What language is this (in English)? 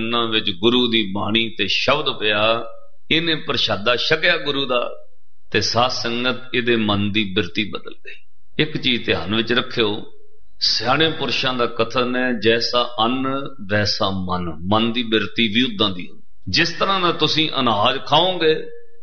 Punjabi